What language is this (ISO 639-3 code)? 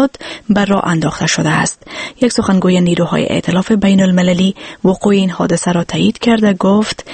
fas